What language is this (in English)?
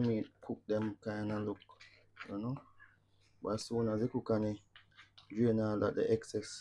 Jamaican Creole English